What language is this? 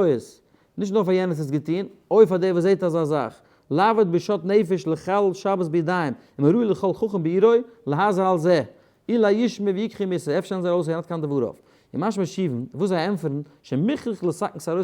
Yiddish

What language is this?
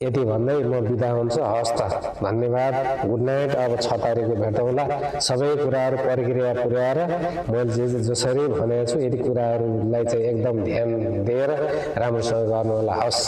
Nepali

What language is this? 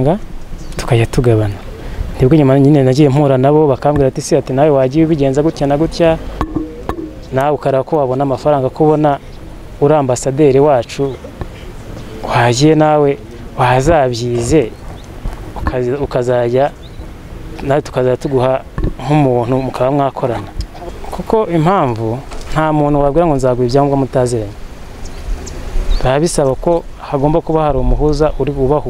Kinyarwanda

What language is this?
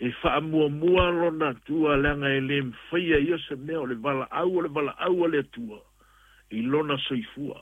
Samoan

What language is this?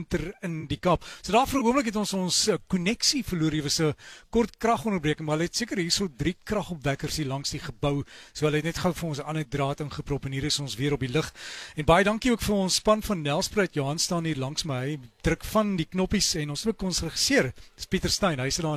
Afrikaans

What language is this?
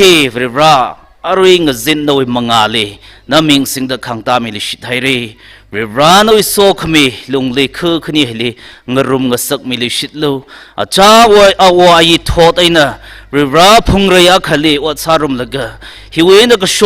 Tangkhul Naga (India)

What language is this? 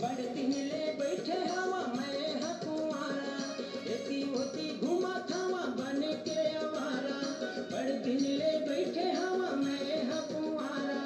Chhattisgarhi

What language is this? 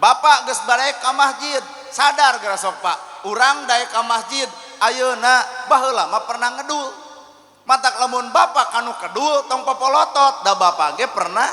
Sundanese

